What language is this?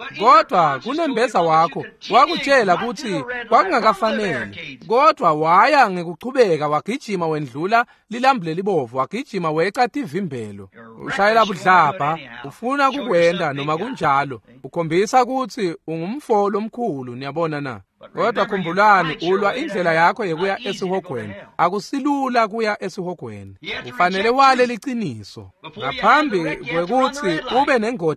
Swati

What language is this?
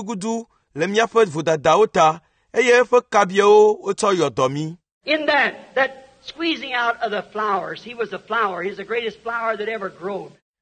Ewe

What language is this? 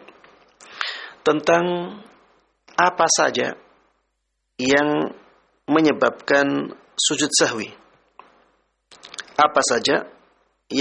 Indonesian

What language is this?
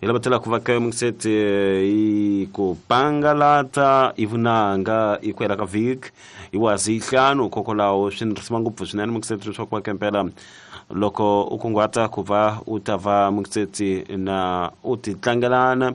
Tsonga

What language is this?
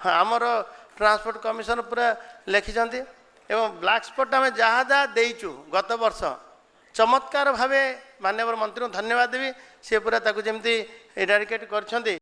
Odia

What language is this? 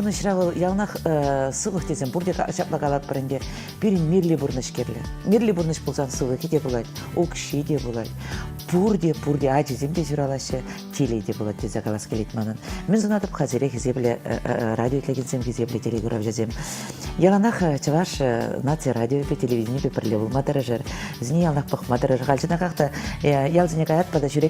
Chuvash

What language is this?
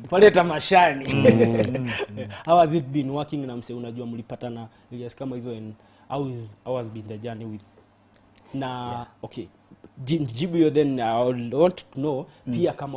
Swahili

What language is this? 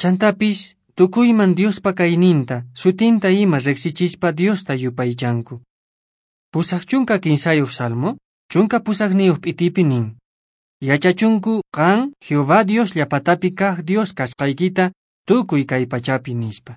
Quechua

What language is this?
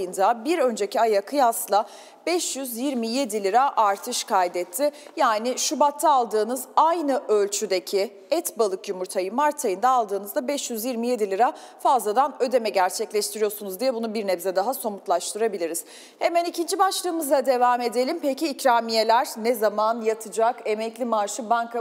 Turkish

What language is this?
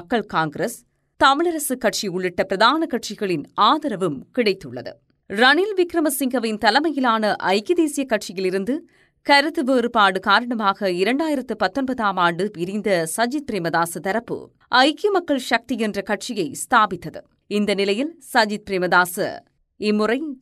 Tamil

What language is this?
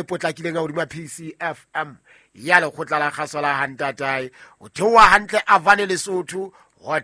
Southern Sotho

